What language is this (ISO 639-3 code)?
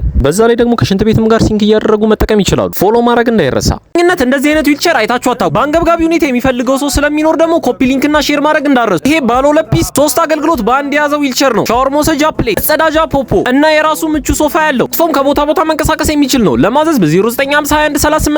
amh